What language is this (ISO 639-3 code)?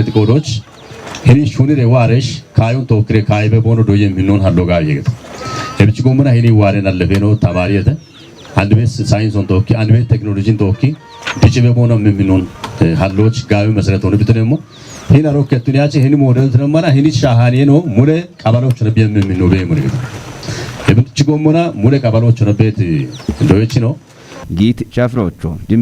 kbr